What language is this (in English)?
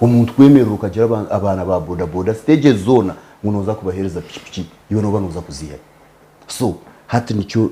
Nyankole